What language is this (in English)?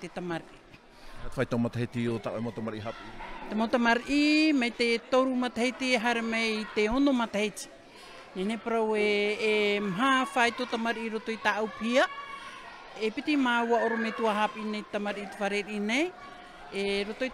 Tahitian